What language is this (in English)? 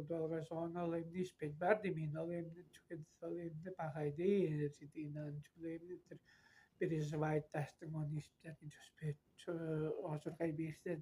Tuvinian